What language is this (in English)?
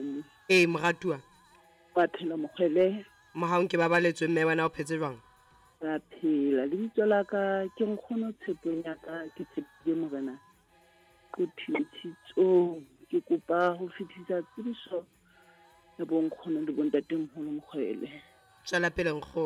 Southern Sotho